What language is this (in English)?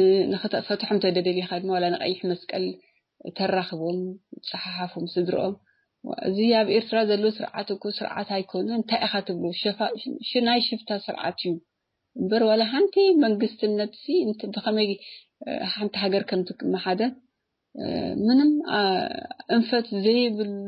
Tigrinya